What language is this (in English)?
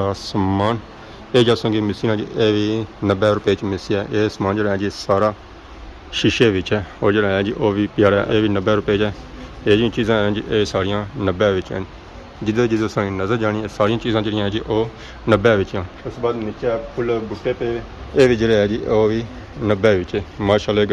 Pahari-Potwari